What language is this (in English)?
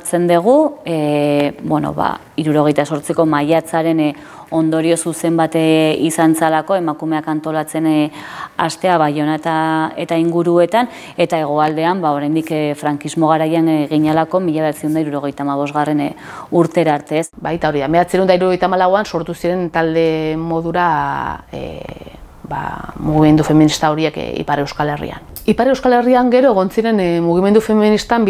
Basque